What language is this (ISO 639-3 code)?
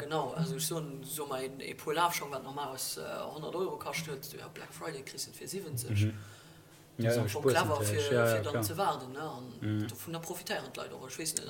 ltz